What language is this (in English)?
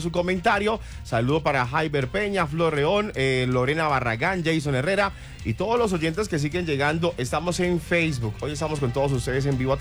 Spanish